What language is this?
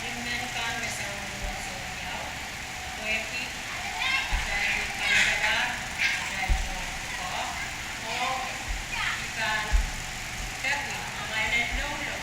Pohnpeian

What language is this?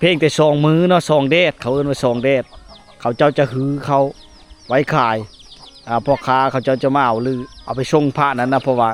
Lao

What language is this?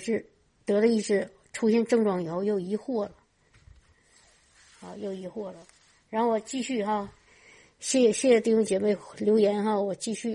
Chinese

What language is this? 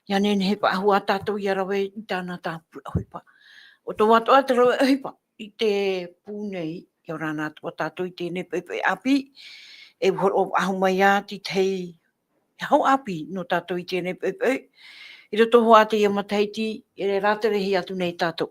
Tahitian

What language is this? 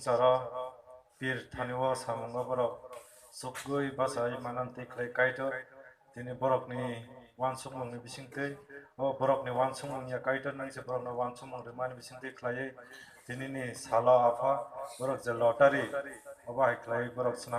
Kok Borok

